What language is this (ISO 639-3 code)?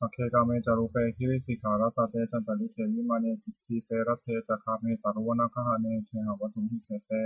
pli